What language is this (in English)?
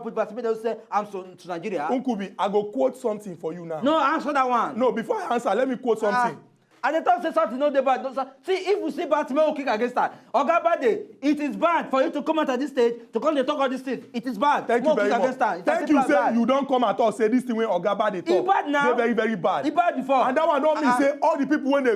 Nigerian Pidgin